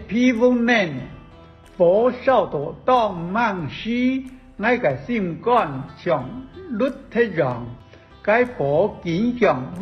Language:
Hakka Chinese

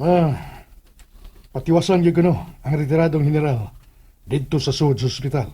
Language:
Cebuano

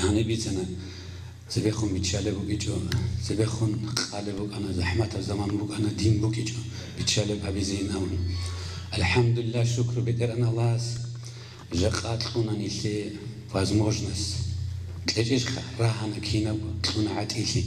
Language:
Avaric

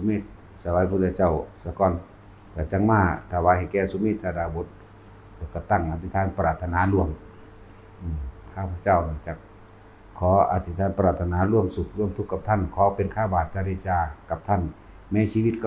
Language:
Northeastern Thai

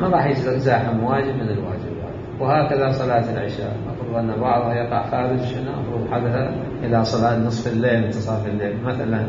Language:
Mesopotamian Arabic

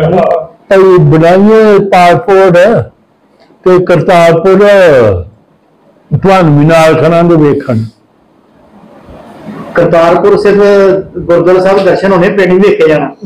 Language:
Punjabi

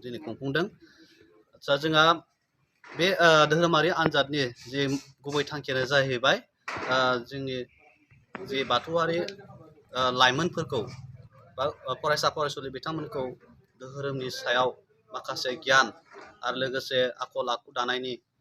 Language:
Bodo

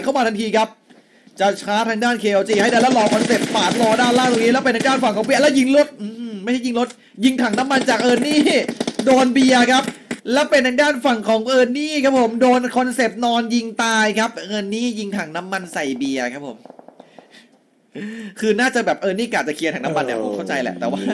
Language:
Thai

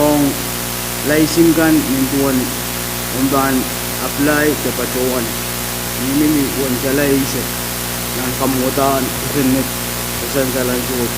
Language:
Pohnpeian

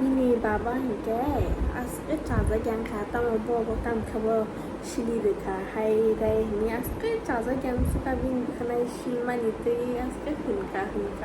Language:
Kok Borok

